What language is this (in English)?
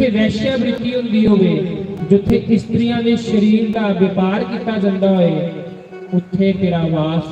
Dogri